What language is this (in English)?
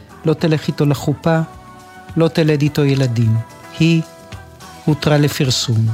Hebrew